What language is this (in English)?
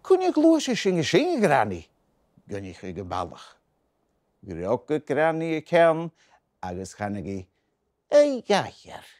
Scottish Gaelic